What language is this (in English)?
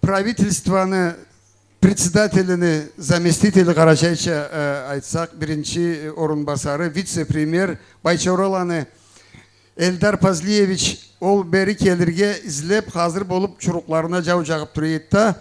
Karachay-Balkar